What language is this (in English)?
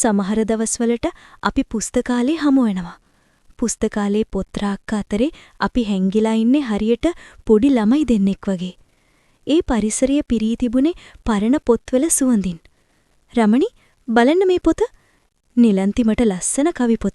Sinhala